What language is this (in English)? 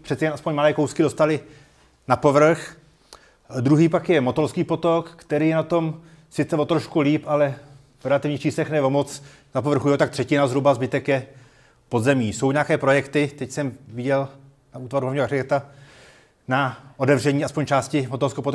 Czech